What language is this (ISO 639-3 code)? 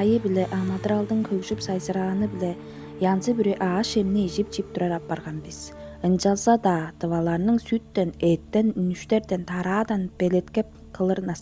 tyv